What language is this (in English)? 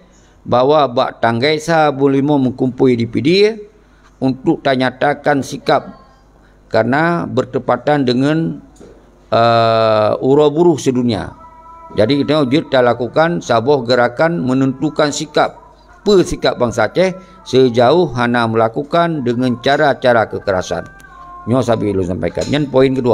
Achinese